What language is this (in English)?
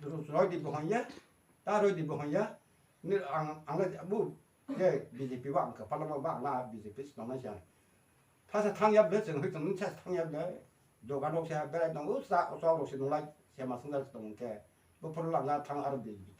Kok Borok